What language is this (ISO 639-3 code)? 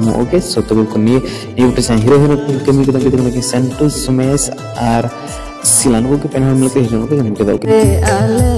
sat